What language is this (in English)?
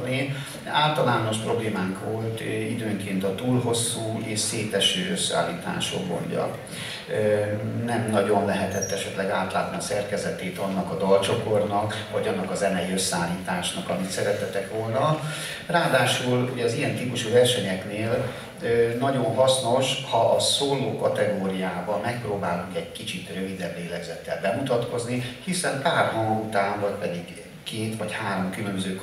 Hungarian